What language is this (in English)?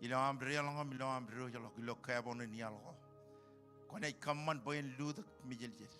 Marshallese